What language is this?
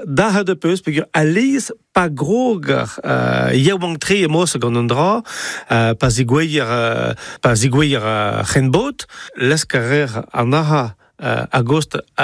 Breton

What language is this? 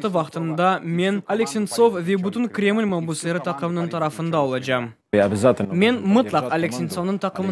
Crimean Tatar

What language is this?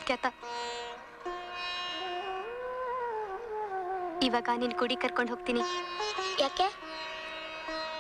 Kannada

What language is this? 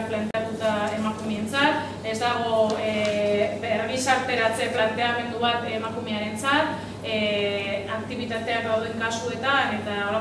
Basque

